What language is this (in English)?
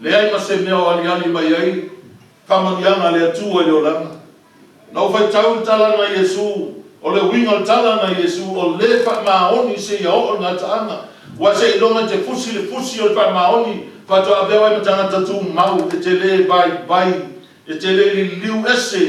Samoan